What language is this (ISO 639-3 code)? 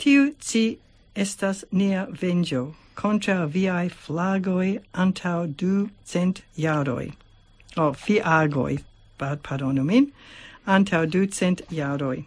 epo